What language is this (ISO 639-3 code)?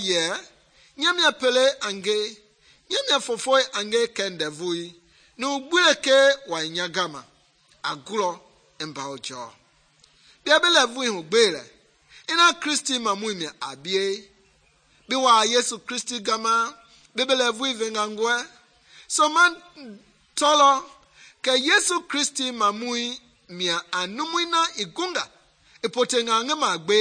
men